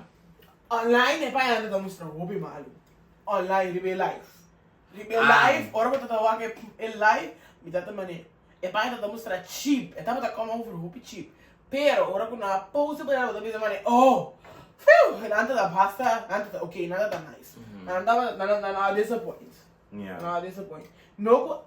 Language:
Papiamento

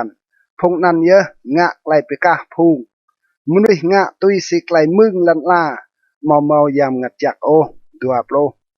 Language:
Rade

